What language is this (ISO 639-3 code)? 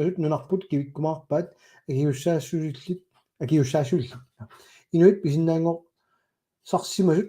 kal